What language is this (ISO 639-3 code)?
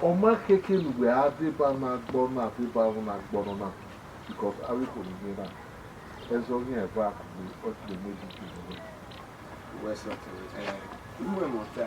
bin